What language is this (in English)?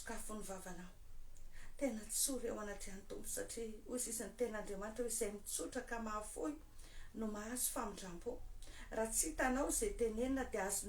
Malagasy